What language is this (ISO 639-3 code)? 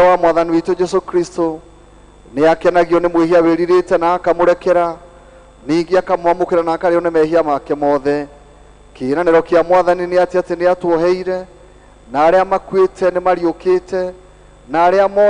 kik